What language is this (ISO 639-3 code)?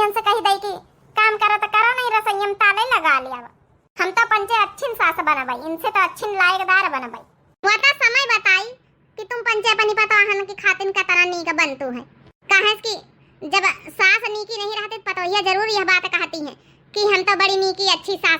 awa